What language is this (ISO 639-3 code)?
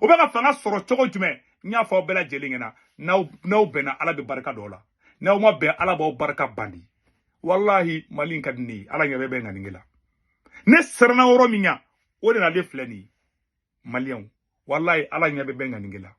bam